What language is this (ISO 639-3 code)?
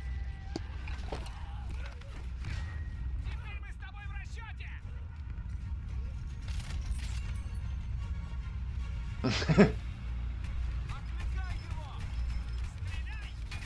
rus